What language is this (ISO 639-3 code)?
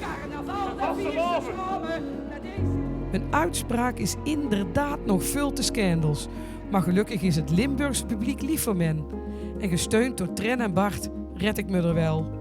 lim